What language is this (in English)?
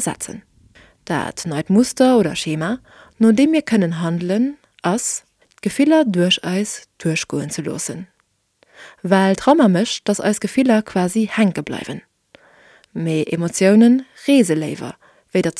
Luxembourgish